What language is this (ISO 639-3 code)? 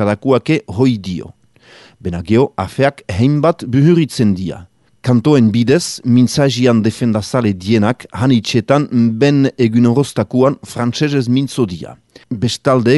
eus